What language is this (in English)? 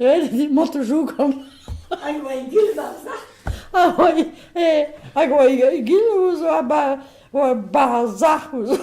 Breton